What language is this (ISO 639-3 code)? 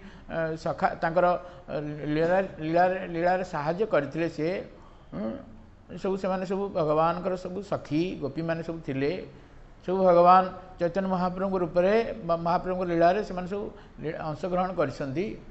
ori